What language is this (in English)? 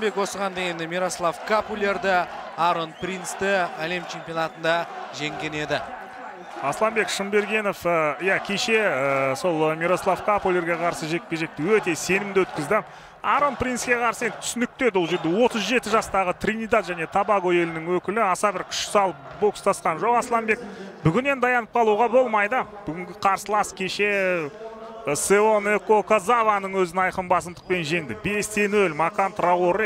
Kazakh